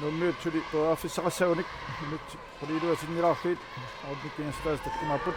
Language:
Kalaallisut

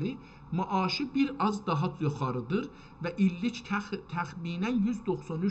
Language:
South Azerbaijani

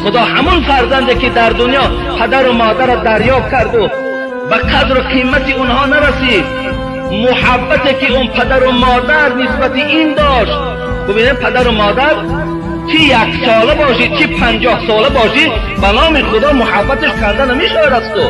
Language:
Tajik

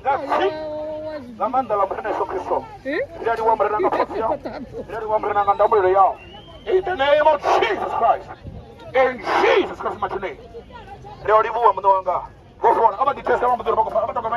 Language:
Venda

